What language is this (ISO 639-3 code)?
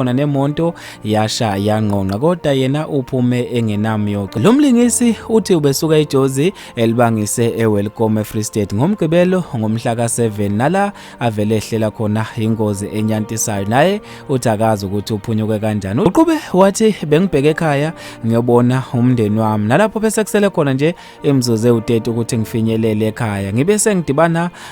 zul